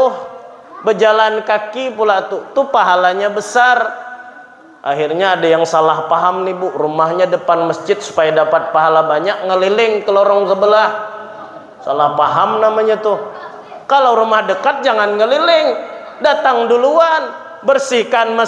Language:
Banjar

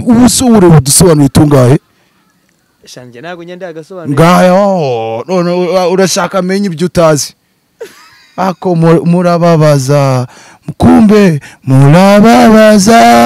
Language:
Kinyarwanda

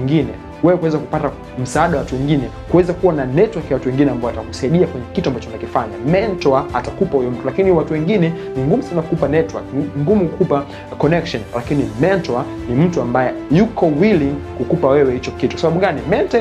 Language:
Swahili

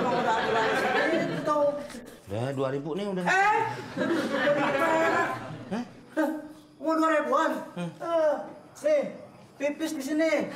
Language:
Betawi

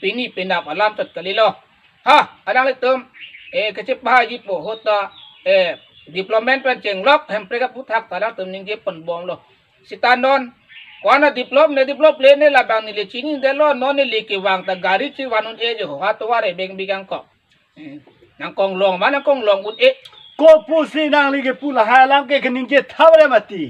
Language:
Karbi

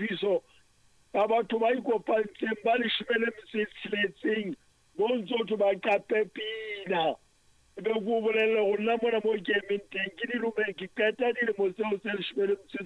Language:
Southern Sotho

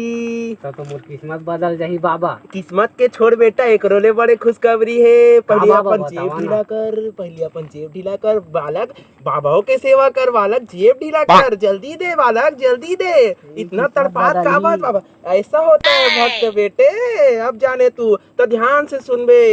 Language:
Chhattisgarhi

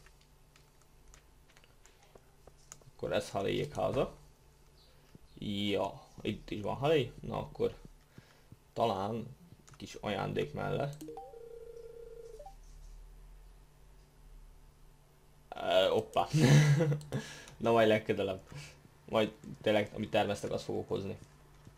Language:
Hungarian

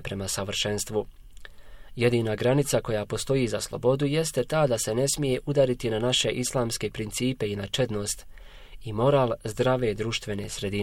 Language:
Bosnian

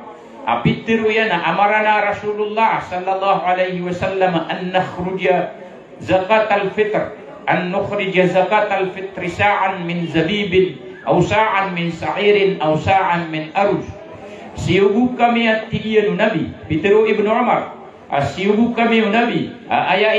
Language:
Maranao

